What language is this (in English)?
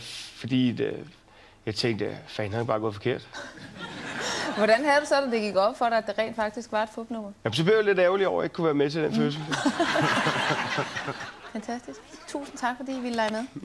Danish